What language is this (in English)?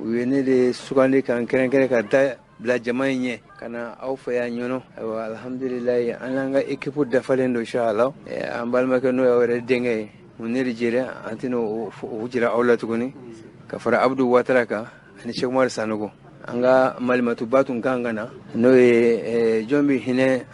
Bambara